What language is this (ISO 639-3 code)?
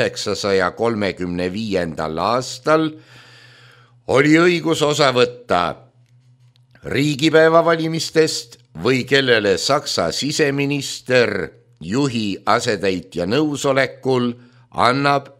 est